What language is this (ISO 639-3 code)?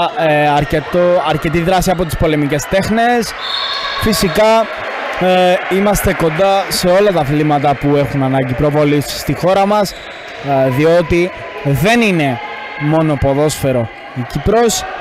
ell